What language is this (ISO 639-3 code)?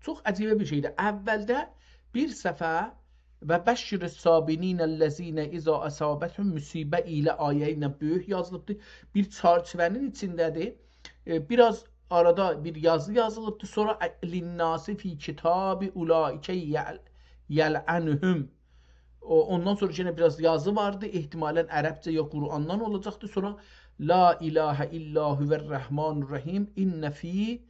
azb